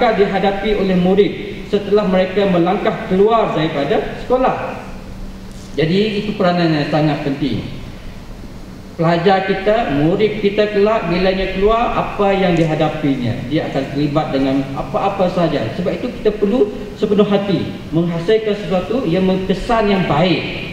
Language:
Malay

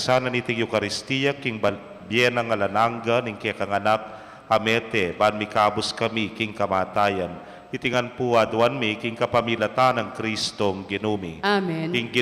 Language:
Pampanga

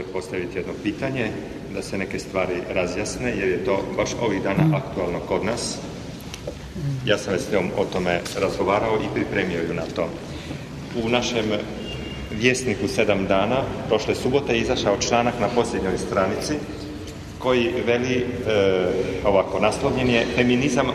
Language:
Croatian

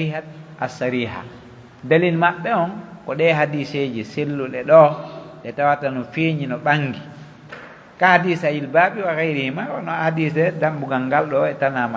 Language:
Pular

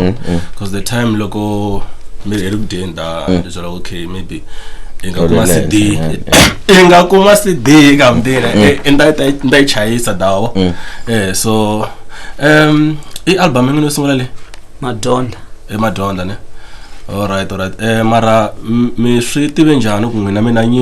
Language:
Tsonga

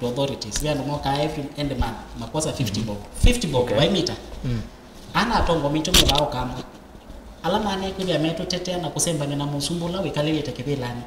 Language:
Kamba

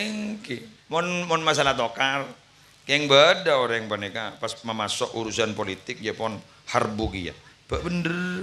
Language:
Madurese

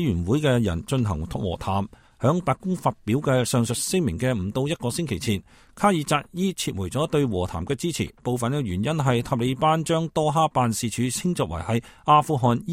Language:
Cantonese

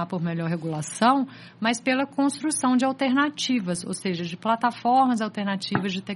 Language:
Portuguese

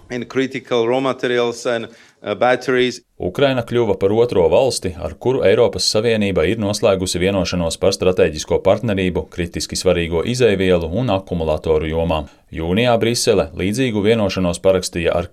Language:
Latvian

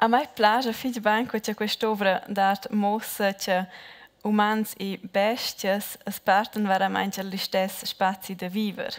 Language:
Romansh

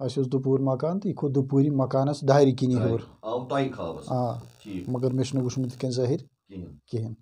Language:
Kashmiri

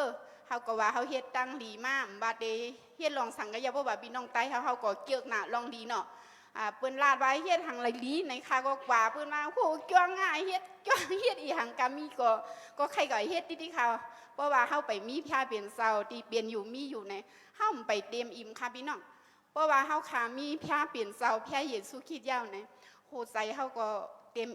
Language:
Shan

